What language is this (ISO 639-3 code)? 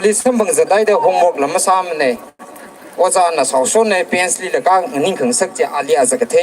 nmf